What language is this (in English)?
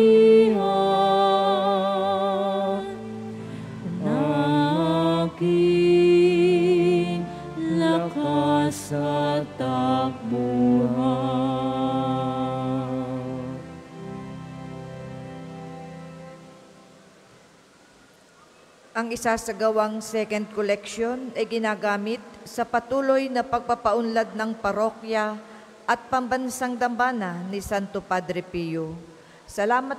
Filipino